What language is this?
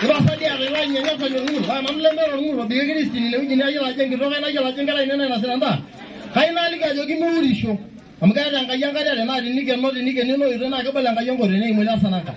Masai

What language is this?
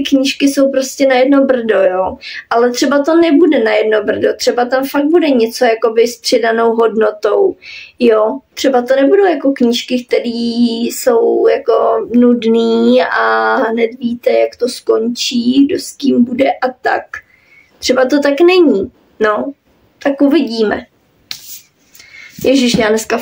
Czech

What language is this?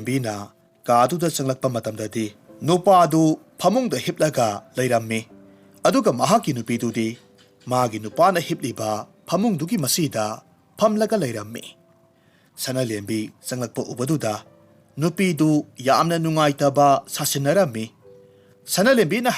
Manipuri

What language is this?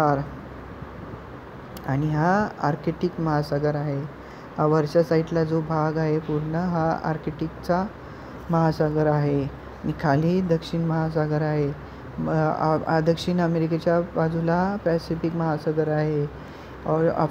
Marathi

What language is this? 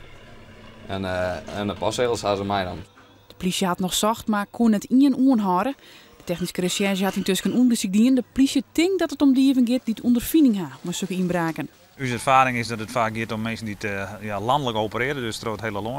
Western Frisian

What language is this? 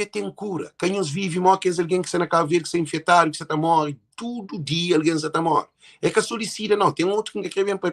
Kabuverdianu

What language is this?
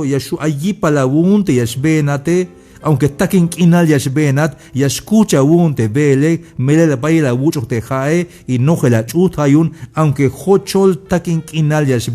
Tzeltal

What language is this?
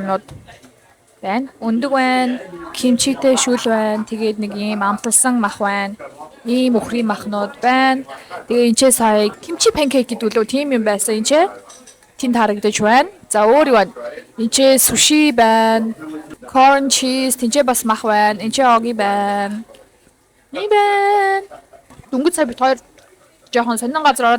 Mongolian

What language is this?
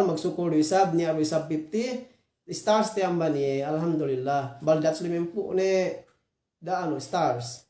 Yakan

